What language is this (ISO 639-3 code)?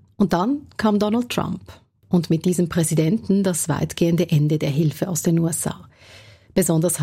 deu